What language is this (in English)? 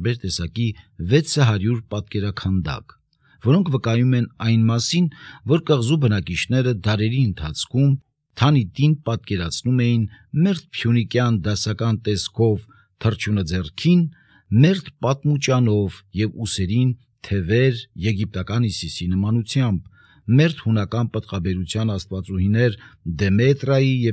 Armenian